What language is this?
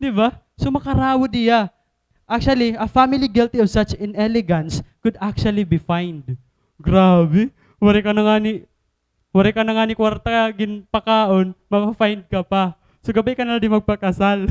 Waray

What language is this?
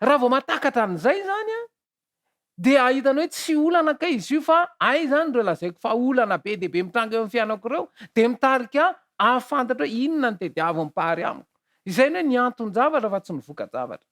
Malagasy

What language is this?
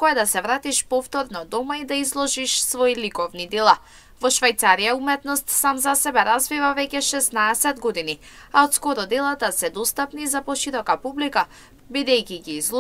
Macedonian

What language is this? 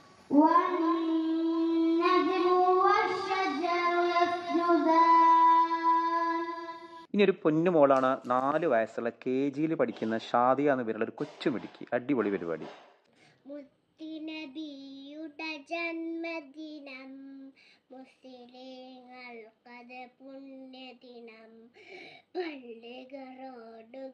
Malayalam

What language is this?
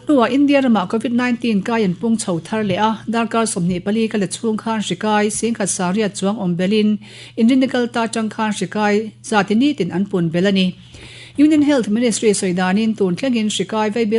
Mizo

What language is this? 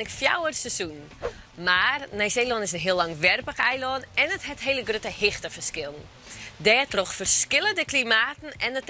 Western Frisian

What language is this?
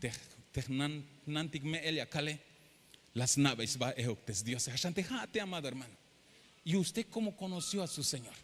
Tzeltal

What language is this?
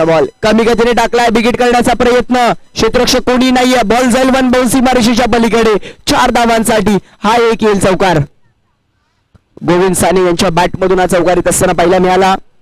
Marathi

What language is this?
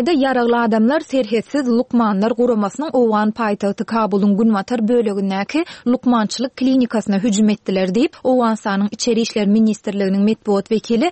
Turkmen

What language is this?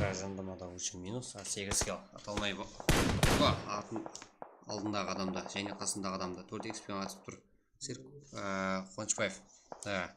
Kara-Kalpak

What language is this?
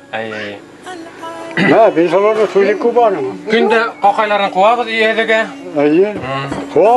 Bashkir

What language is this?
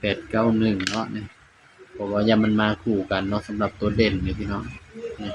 Northeastern Thai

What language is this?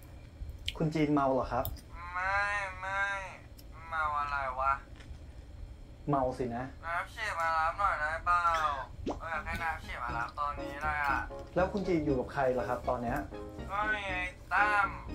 Thai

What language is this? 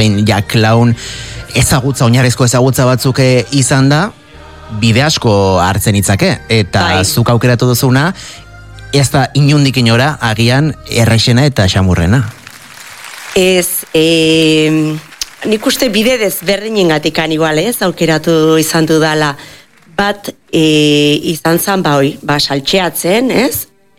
Basque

